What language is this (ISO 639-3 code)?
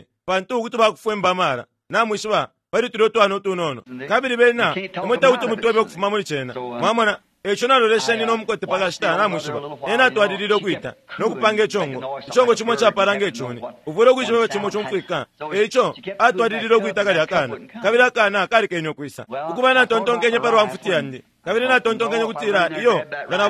bem